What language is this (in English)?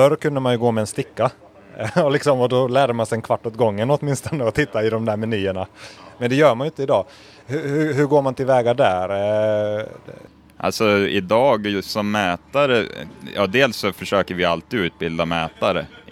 Swedish